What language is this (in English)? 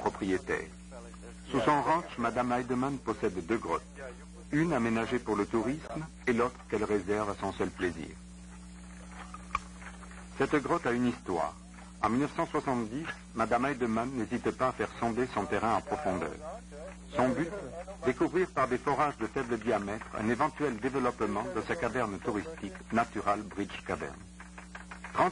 French